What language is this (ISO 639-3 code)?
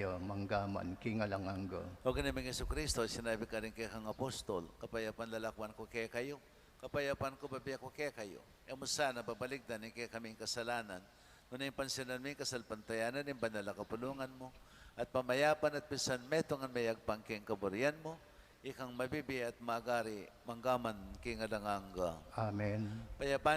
pam